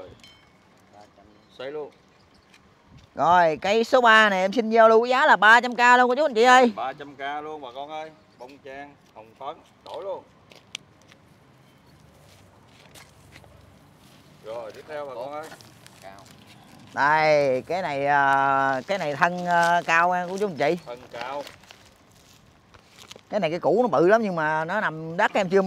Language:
Vietnamese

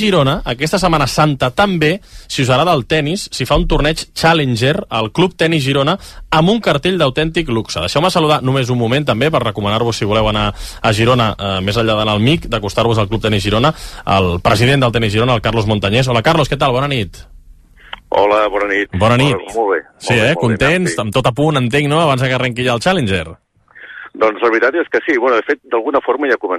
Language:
Catalan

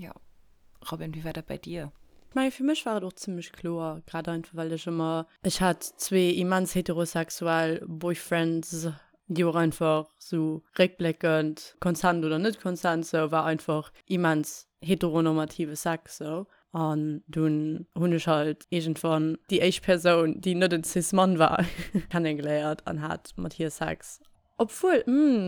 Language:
Luxembourgish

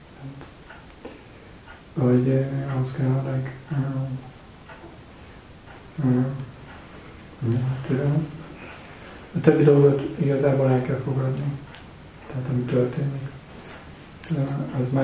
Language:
Hungarian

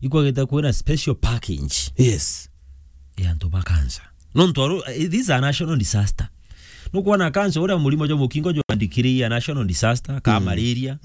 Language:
Meru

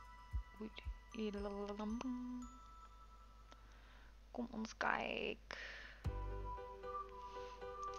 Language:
Afrikaans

